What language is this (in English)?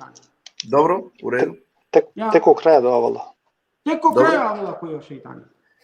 Balkan Romani